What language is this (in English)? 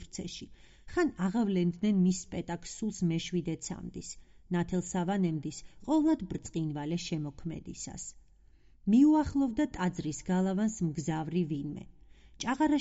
Georgian